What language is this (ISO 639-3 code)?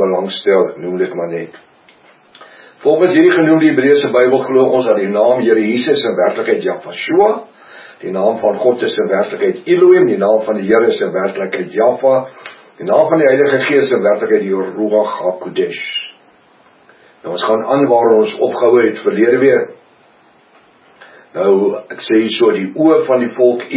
afr